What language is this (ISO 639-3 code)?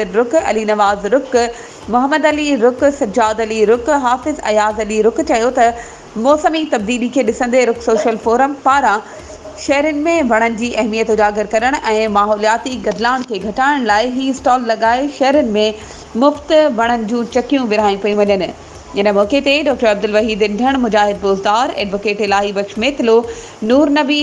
snd